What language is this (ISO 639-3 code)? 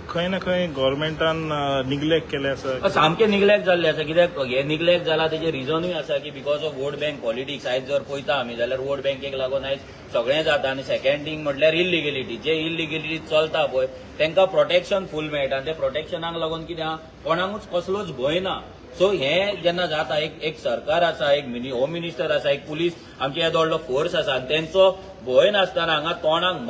kok